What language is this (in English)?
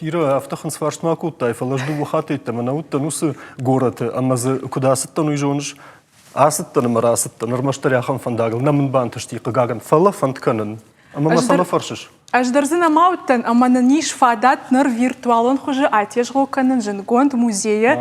Ossetic